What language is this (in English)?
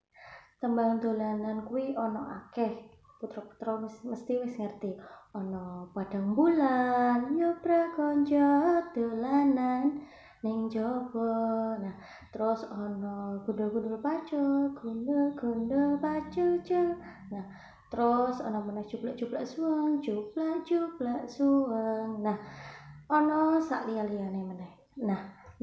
Javanese